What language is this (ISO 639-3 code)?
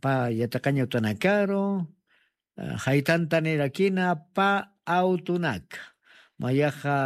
aym